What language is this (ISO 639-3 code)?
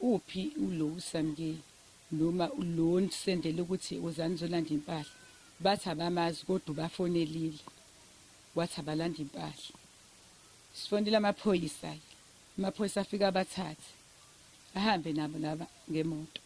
zul